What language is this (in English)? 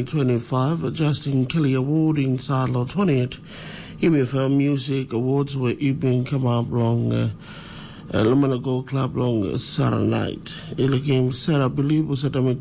Tok Pisin